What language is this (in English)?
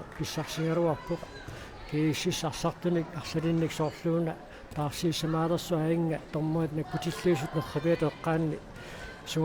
Kalaallisut